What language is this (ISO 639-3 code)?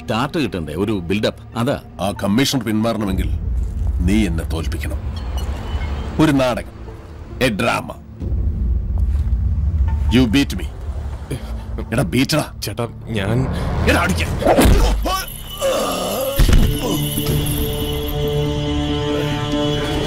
mal